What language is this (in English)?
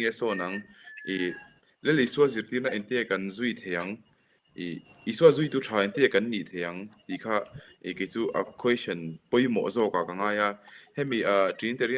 Mizo